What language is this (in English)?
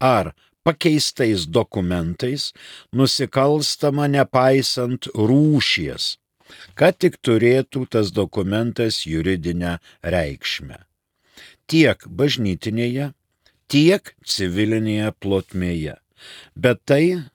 Lithuanian